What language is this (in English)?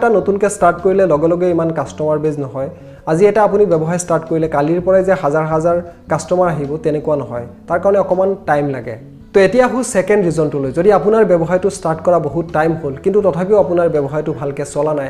Assamese